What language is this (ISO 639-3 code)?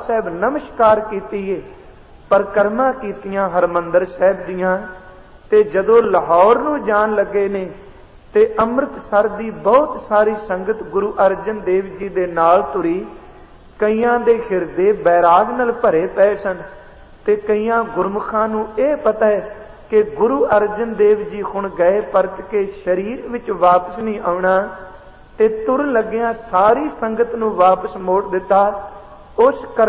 pan